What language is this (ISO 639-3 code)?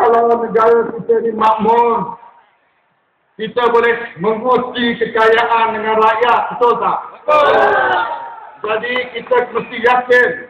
msa